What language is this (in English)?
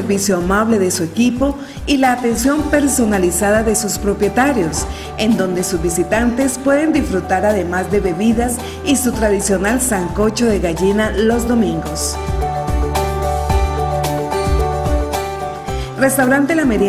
Spanish